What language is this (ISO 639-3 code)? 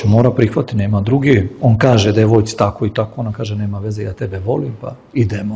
srp